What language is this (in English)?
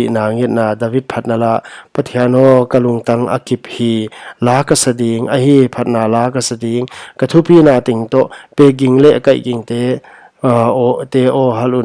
Paite Chin